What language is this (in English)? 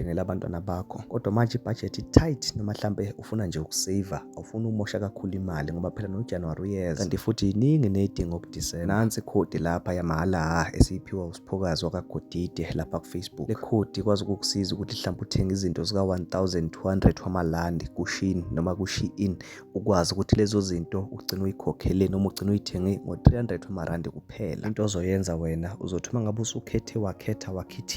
Zulu